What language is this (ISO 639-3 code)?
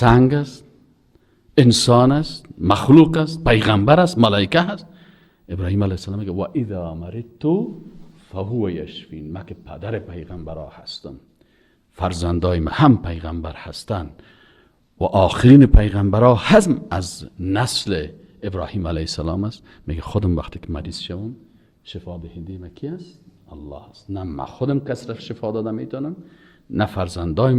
fas